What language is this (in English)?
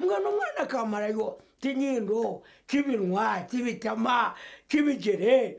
Nyankole